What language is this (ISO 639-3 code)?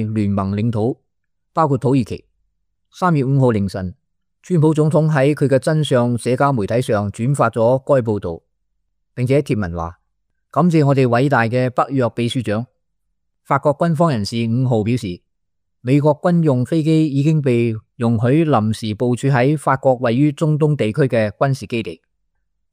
yue